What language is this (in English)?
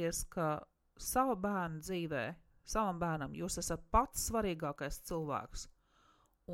Latvian